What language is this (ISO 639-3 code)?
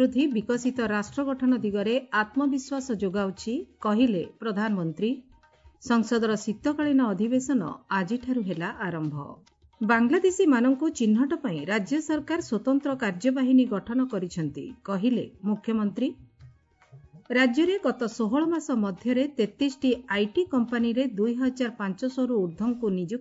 ori